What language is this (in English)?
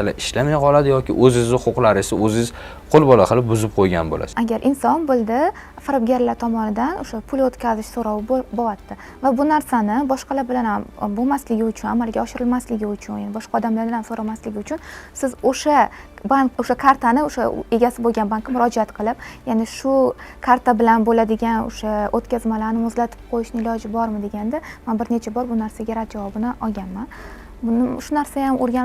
Uzbek